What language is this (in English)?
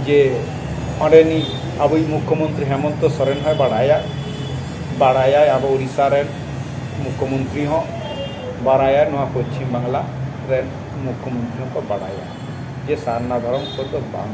Santali